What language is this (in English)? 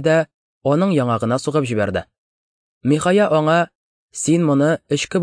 Tatar